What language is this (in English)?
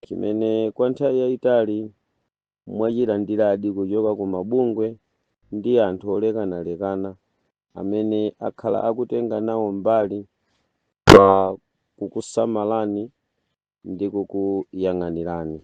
Nyanja